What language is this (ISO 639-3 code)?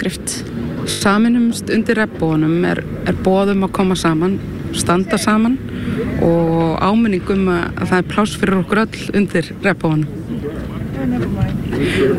isl